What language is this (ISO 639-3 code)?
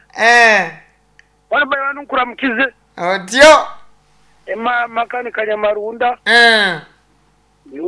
nyn